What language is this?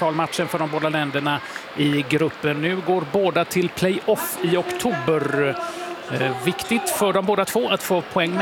Swedish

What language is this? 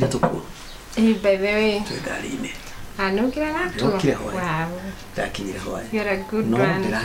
Kikuyu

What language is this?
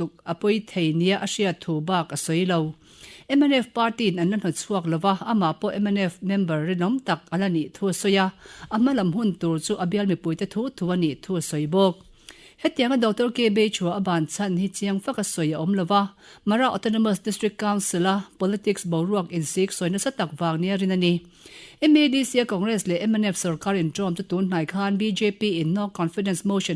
Mizo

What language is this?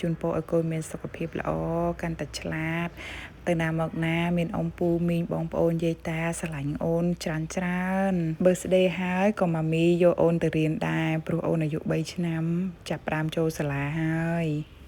Khmer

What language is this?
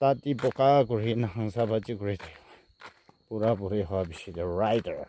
Naga Pidgin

